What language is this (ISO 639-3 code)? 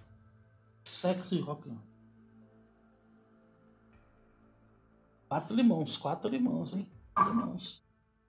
por